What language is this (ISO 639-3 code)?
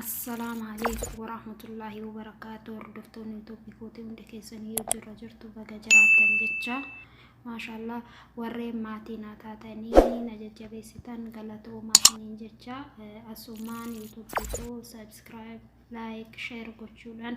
orm